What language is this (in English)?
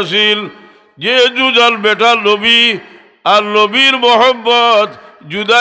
Sylheti